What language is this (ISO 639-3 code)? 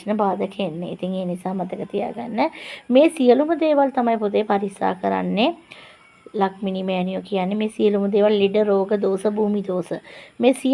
sin